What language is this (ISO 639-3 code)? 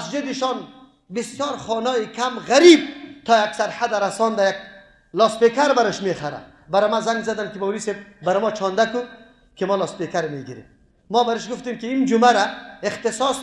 fas